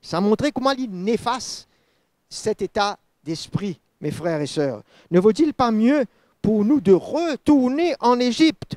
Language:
Morisyen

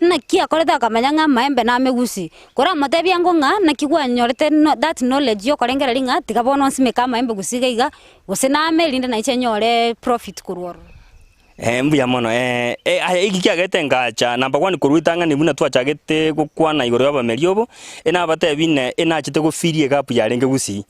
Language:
Gusii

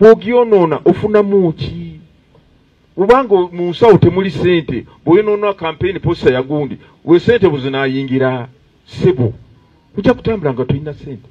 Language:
Ganda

